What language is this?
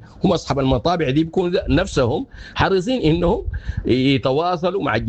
Sudanese Arabic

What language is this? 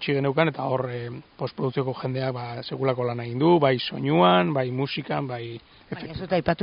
Basque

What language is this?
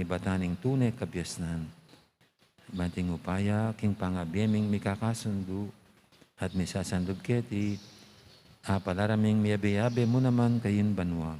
Pampanga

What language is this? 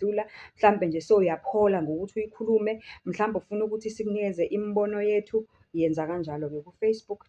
Zulu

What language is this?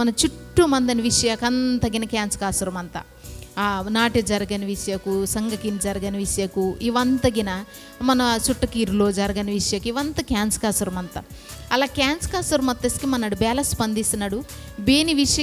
Koya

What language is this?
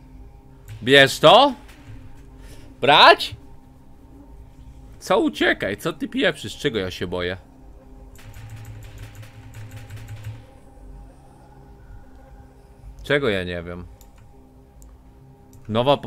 Polish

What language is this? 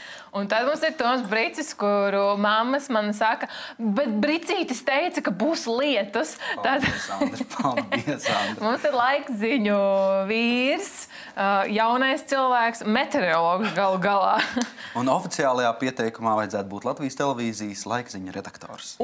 Latvian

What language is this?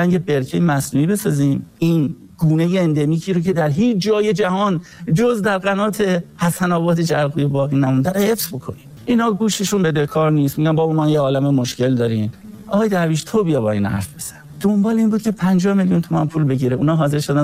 Persian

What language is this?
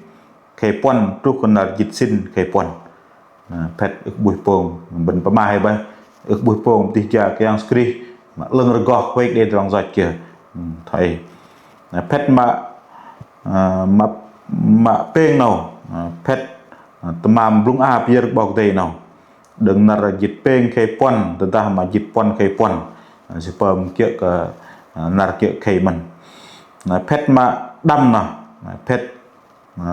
Bahnar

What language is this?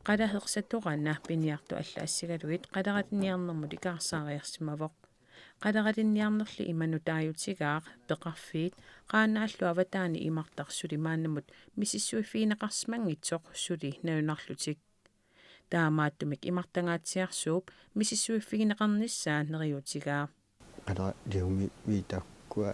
Kalaallisut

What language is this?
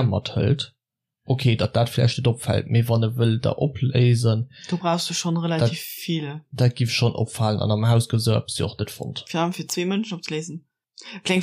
Luxembourgish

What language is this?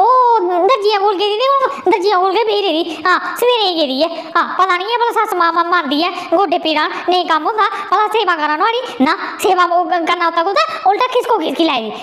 Dogri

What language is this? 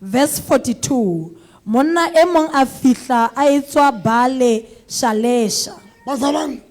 Southern Sotho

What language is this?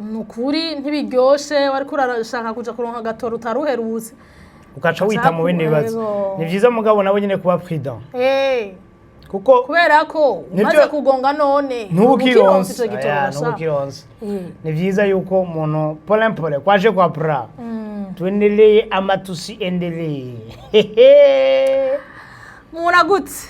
Rundi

